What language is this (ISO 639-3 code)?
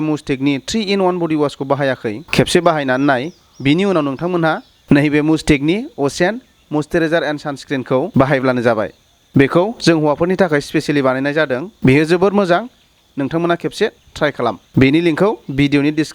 brx